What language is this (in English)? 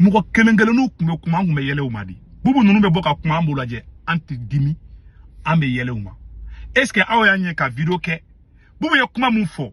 Bambara